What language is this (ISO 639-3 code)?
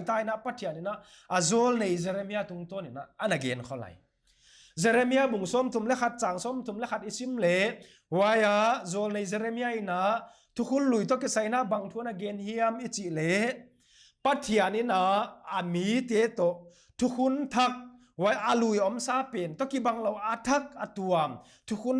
pck